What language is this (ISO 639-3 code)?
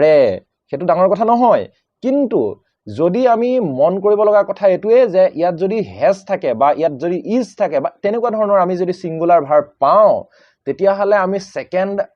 asm